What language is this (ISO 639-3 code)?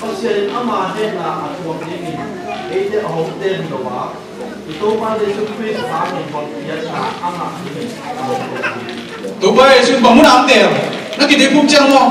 ctd